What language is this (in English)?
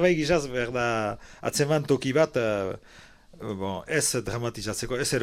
Basque